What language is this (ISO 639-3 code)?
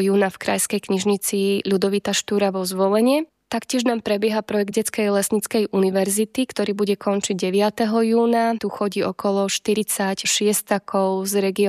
slk